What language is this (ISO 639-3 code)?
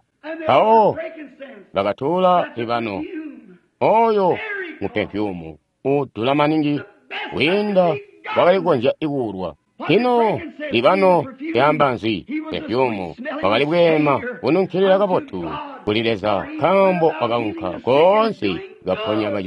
toi